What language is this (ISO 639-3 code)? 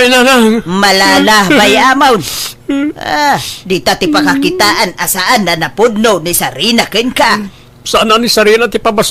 ilo